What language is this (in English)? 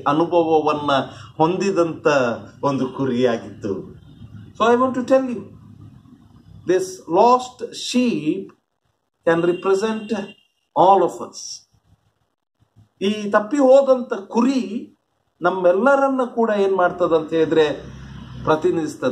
Kannada